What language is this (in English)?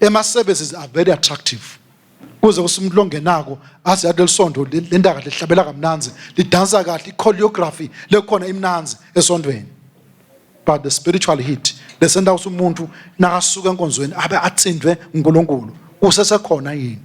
Swati